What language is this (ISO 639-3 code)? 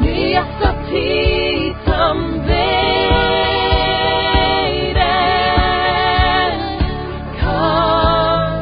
pdt